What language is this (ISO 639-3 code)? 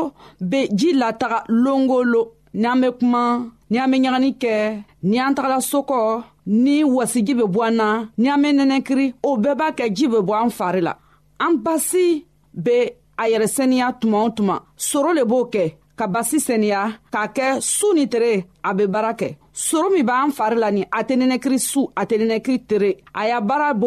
bam